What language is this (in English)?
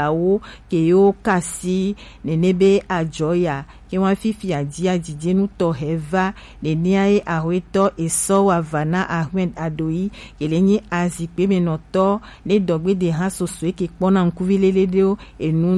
Gen